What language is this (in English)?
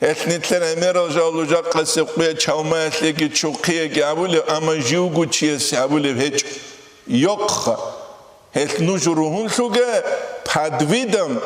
Avaric